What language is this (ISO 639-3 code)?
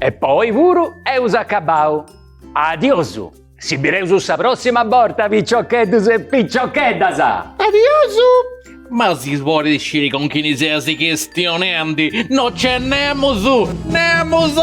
srd